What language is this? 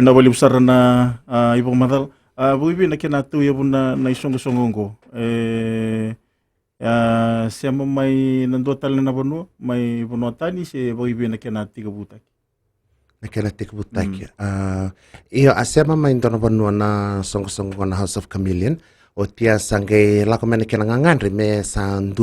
Fijian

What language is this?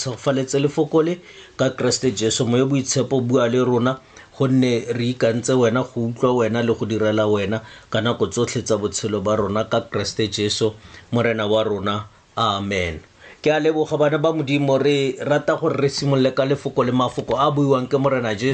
Tswana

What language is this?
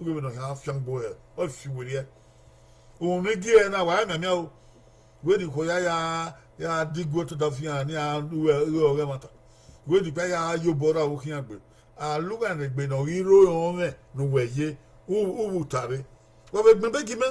Bini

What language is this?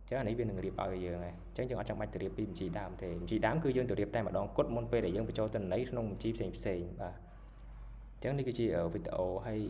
Khmer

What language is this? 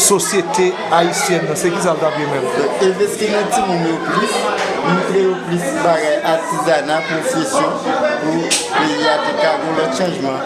Haitian Creole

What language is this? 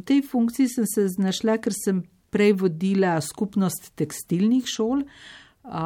Slovenian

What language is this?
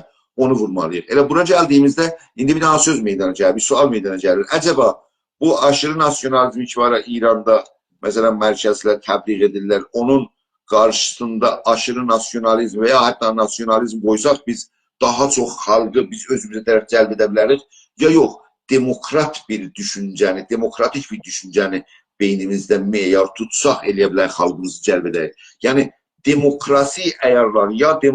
South Azerbaijani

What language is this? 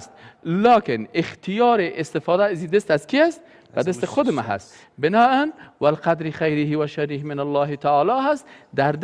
Persian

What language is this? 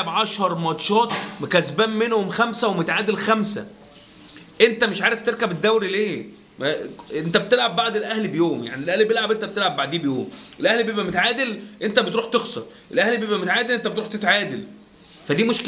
Egyptian Arabic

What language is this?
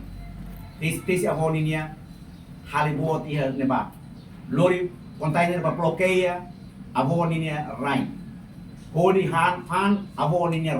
Tetum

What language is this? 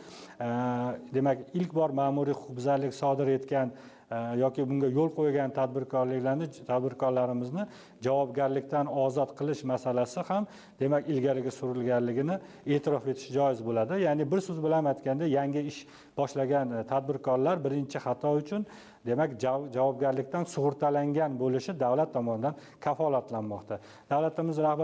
Uzbek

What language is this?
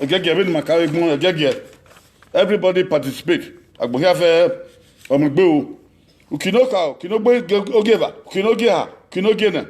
Bini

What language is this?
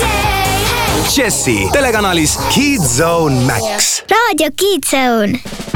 Estonian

